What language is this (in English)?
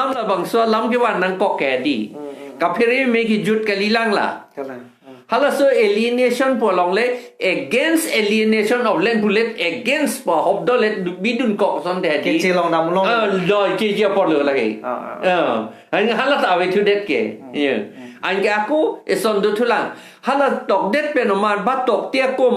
Karbi